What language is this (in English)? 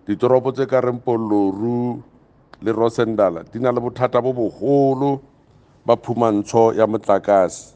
Southern Sotho